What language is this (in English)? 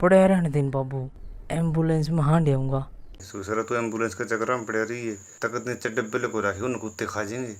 Haryanvi